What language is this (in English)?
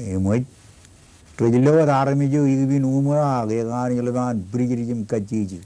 Marshallese